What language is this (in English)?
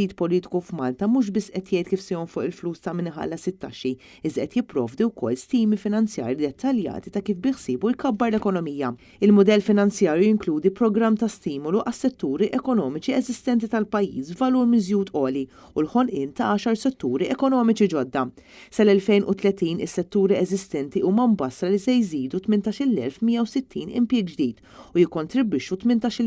Maltese